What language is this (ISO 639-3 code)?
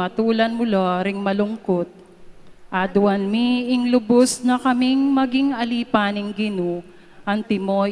pam